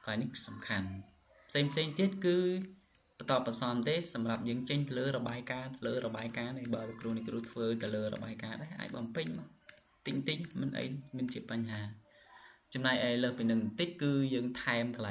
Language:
Khmer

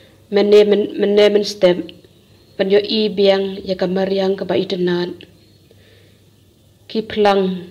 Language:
Khasi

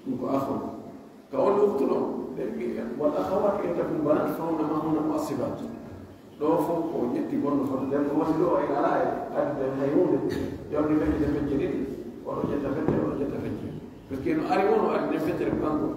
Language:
Pular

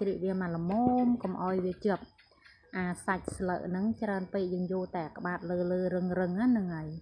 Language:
Khmer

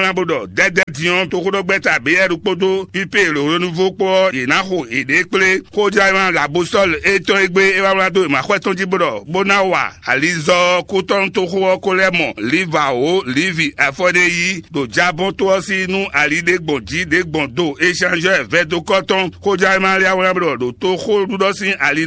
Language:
Fon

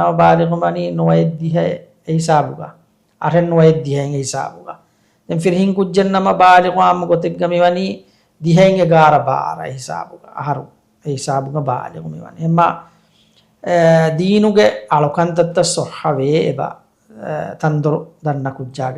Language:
Divehi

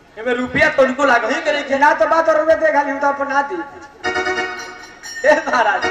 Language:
Bhojpuri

